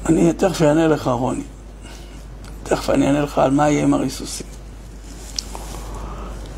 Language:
Hebrew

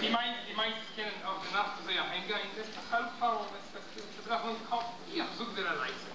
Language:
Yiddish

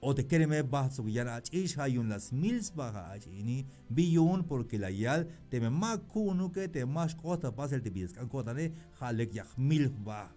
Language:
Tzeltal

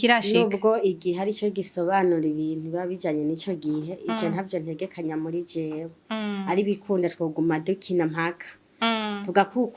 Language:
Rundi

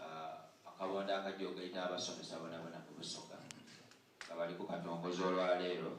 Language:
Soga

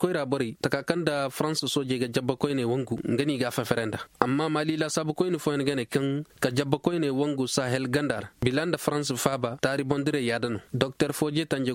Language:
Koyraboro Senni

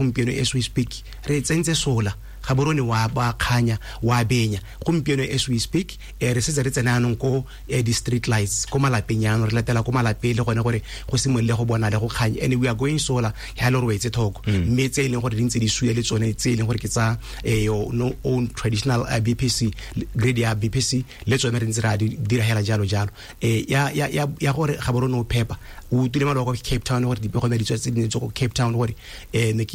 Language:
Tswana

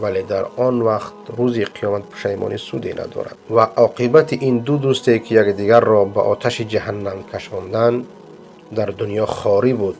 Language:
Persian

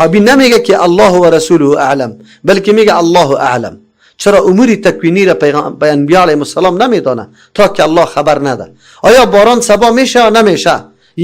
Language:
Persian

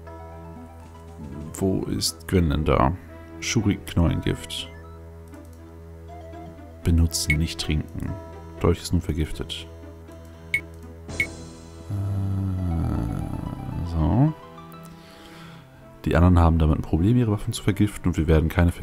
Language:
German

